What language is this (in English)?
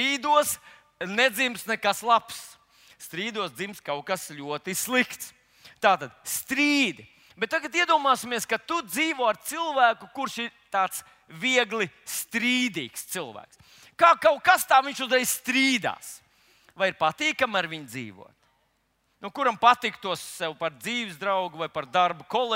Latvian